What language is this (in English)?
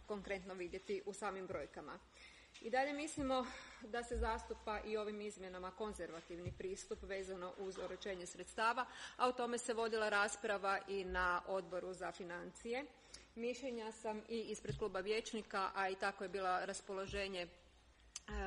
Croatian